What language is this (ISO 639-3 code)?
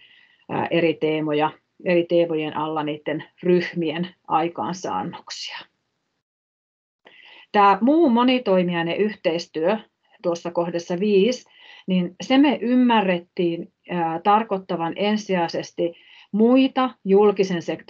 fin